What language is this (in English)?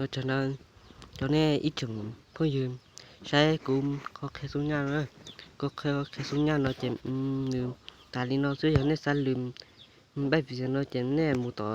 Hmong